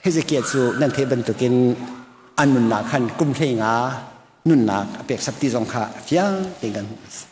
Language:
Hakha Chin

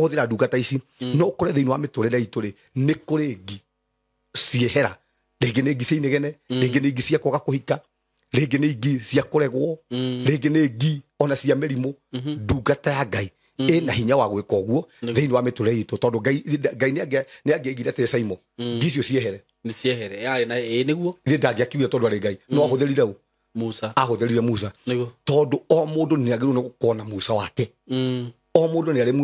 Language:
Kikuyu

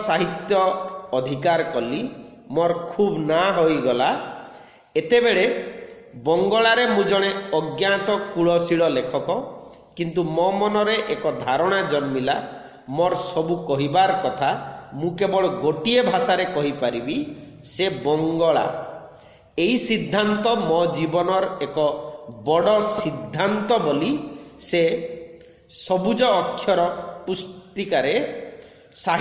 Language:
Odia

